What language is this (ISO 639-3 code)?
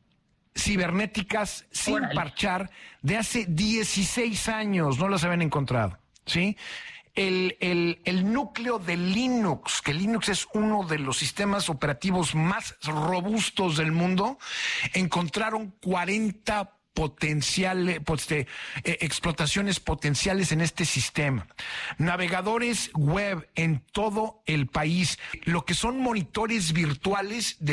spa